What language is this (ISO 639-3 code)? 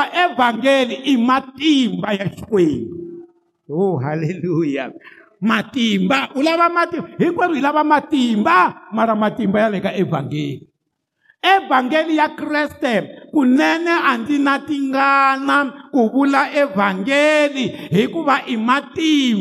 tso